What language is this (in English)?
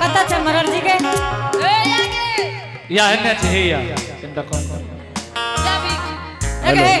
Angika